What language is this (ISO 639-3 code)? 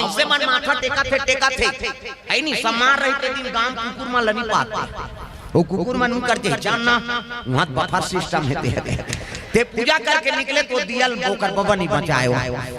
hne